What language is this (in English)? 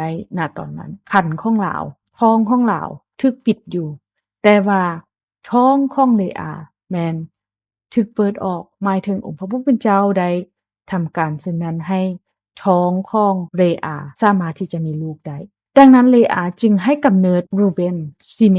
Lao